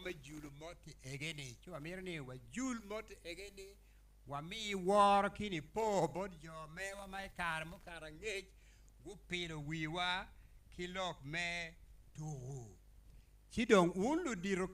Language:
Acoli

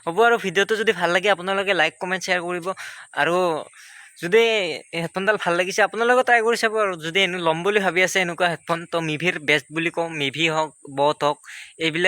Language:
Assamese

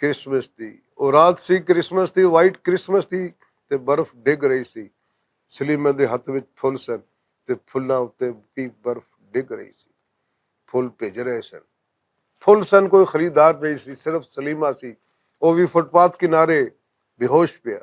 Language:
Western Panjabi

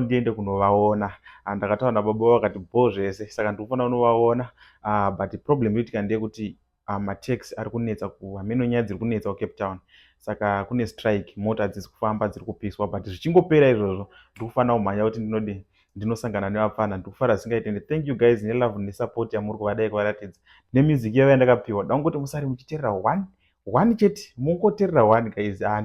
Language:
Shona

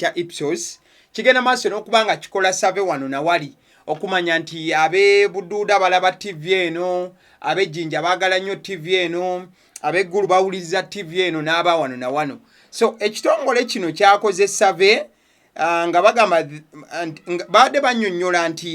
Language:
Ganda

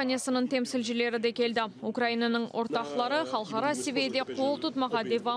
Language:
Crimean Tatar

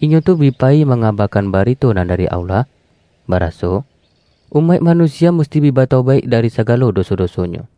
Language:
Minangkabau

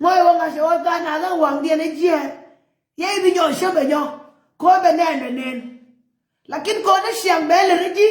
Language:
Nuer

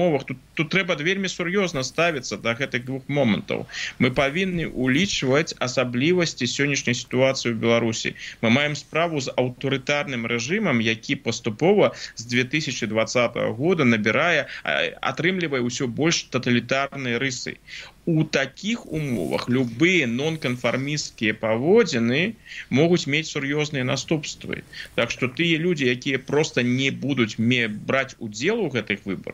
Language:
Belarusian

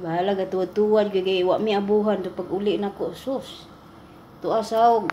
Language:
Cebuano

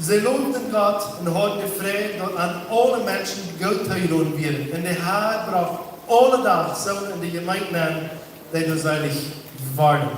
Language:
Plautdietsch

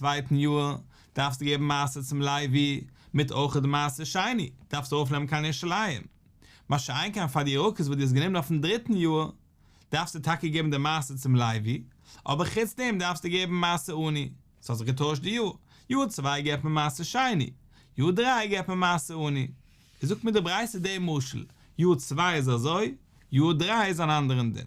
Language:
Yiddish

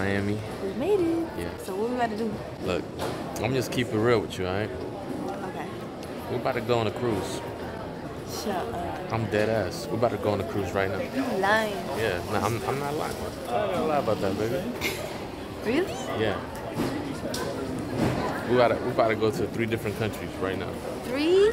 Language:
English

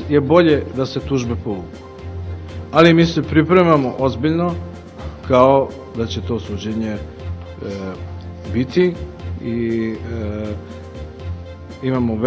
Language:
Serbian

